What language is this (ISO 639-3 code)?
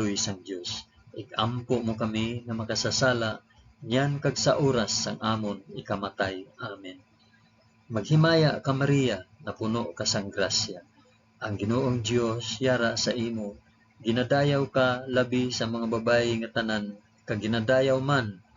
hil